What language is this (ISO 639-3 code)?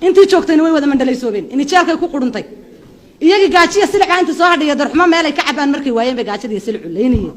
som